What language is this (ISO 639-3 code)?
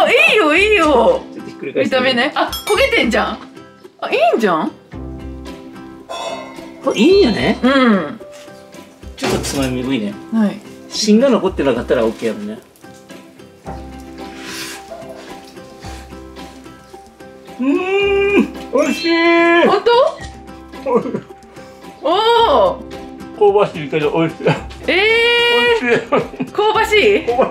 jpn